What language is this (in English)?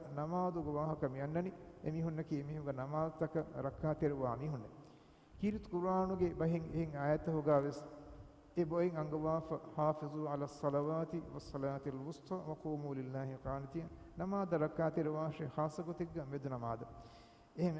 Divehi